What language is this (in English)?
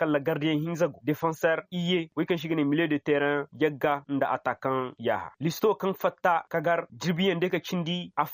Koyraboro Senni